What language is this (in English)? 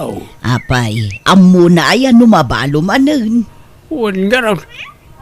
Iloko